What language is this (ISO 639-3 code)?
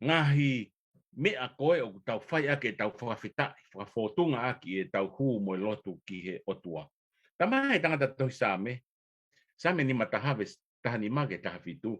ton